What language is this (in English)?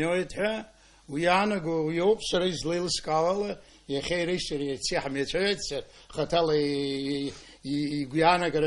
Abkhazian